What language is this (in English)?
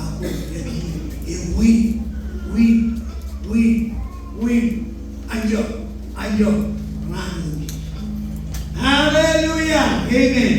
Marshallese